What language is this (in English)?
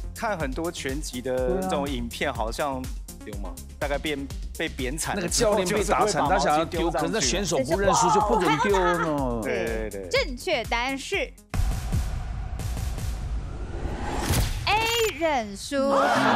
Chinese